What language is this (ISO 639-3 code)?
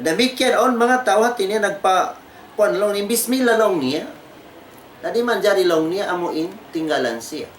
tsg